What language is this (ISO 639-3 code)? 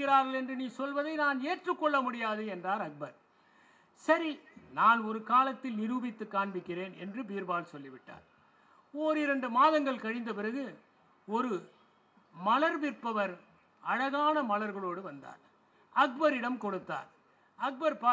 tam